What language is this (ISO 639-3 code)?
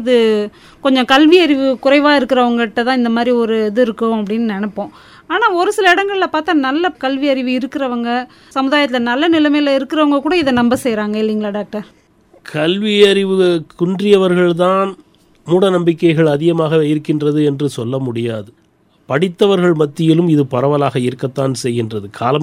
tam